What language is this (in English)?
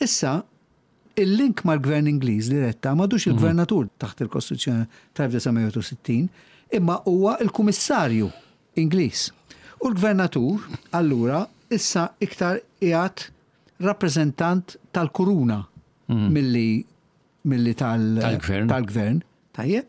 Maltese